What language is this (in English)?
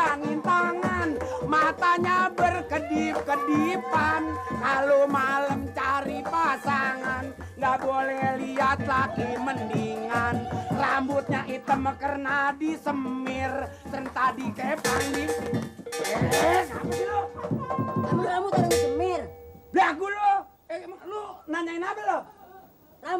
Betawi